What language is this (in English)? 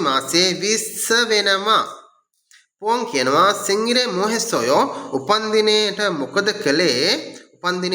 Sinhala